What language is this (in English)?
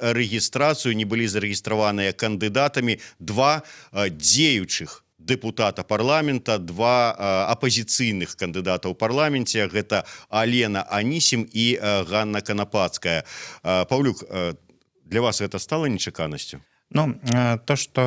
Belarusian